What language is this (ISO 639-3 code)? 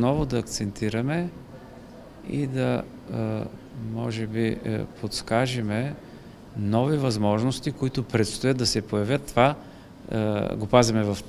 bul